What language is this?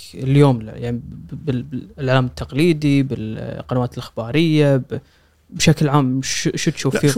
Gulf Arabic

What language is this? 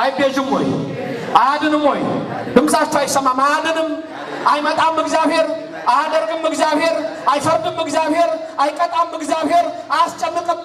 Amharic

